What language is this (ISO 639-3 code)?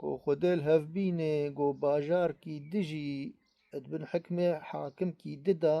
kur